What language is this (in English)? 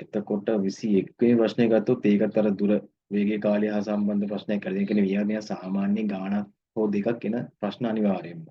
Sinhala